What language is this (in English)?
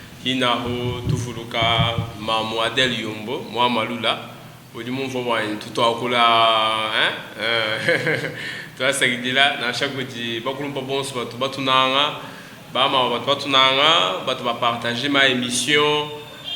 Luba-Lulua